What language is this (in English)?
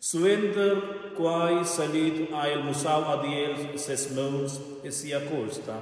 Romansh